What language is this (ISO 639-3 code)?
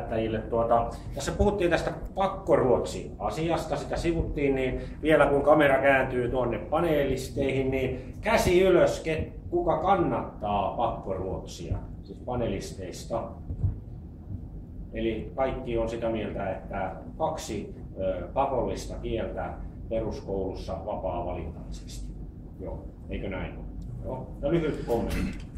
fin